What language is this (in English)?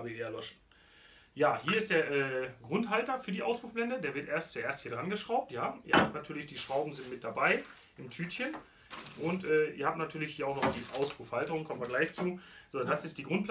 German